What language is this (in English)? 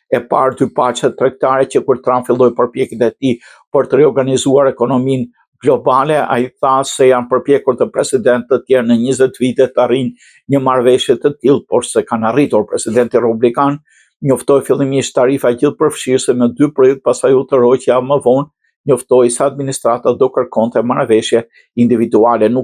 Albanian